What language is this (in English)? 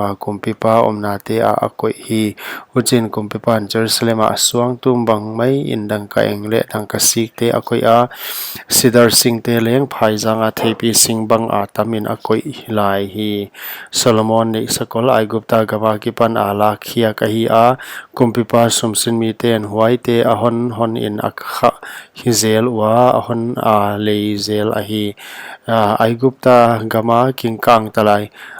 Paite Chin